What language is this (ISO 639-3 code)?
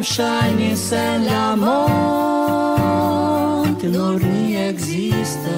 epo